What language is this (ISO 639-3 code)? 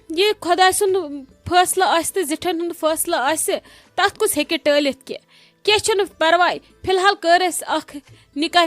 kas